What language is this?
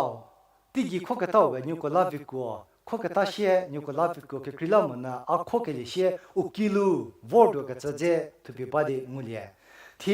Angami Naga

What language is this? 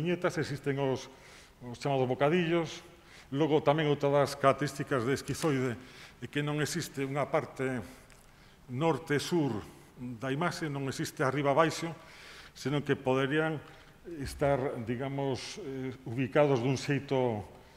Galician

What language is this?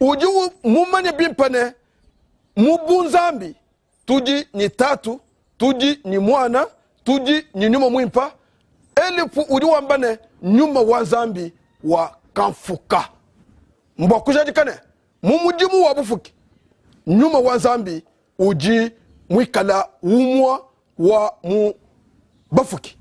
Luba-Lulua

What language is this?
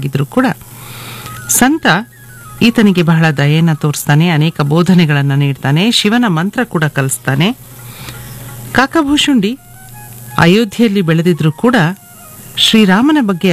Kannada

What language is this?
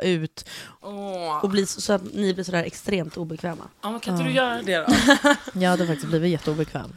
Swedish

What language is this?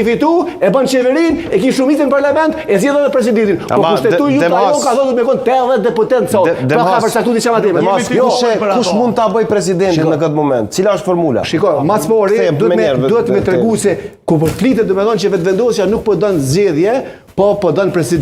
Albanian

